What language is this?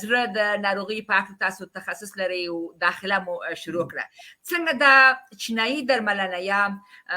Pashto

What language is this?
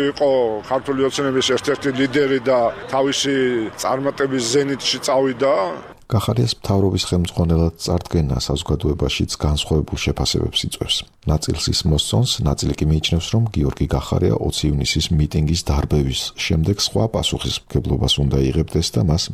Georgian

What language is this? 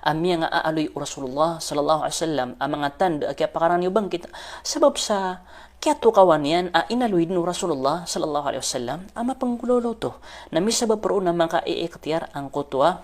Maranao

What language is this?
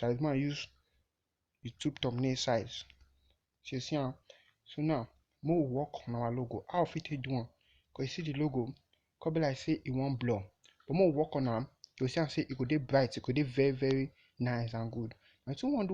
Nigerian Pidgin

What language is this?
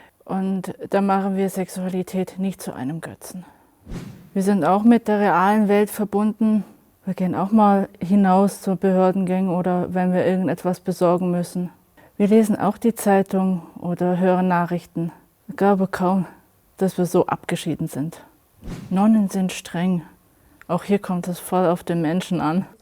Swiss German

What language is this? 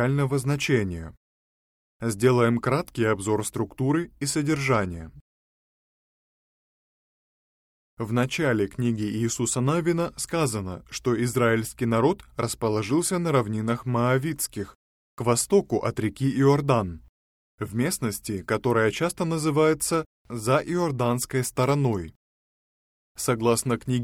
Russian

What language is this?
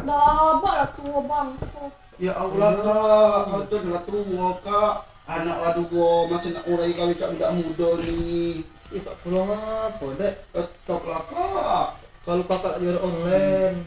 Musi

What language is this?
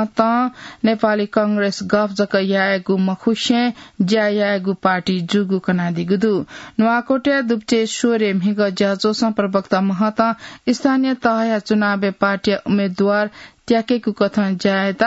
Newari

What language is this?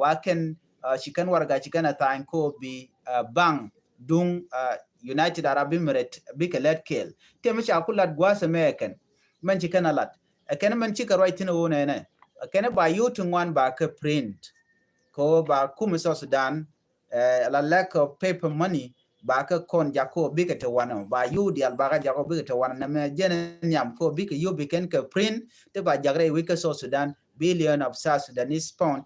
Nuer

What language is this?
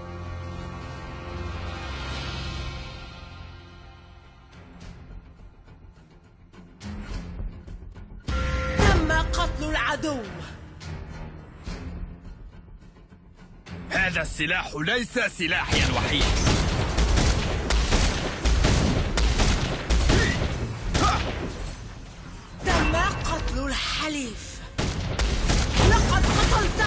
Arabic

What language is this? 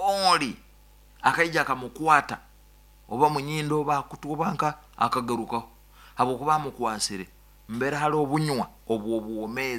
Nyankole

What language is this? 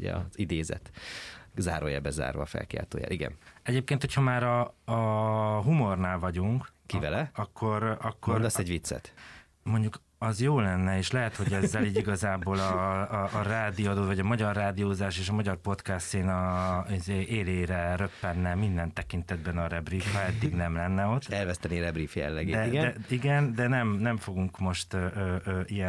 Hungarian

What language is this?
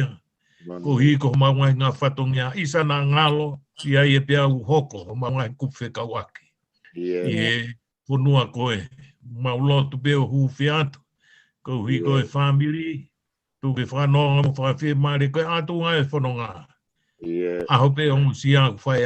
Tongan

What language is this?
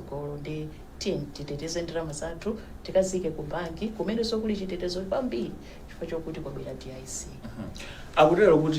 Nyanja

